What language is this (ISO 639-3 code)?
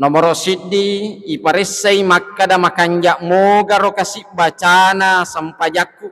bug